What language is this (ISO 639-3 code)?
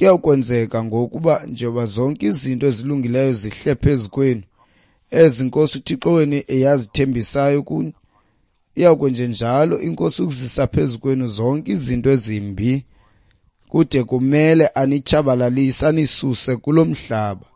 xho